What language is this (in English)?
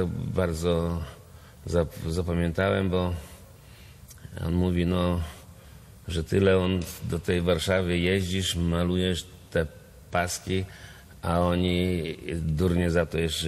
Polish